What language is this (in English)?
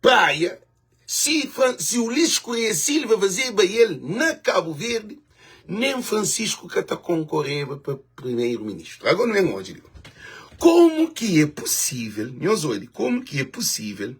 Kabuverdianu